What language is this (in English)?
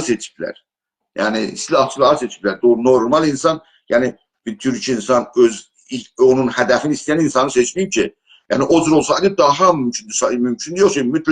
South Azerbaijani